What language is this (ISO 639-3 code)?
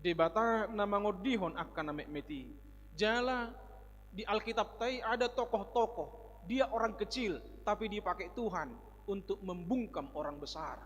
bbc